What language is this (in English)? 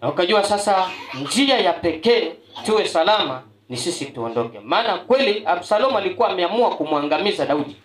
Swahili